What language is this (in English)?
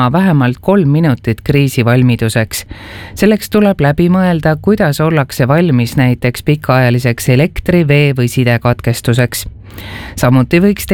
Estonian